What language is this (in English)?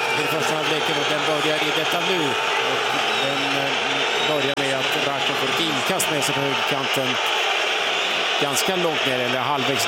Swedish